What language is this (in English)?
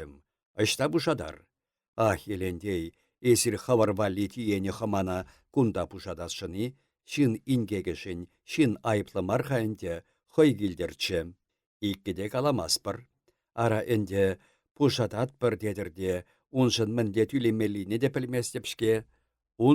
Chuvash